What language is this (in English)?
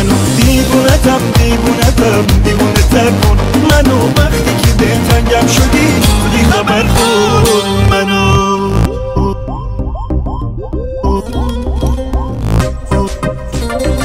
Persian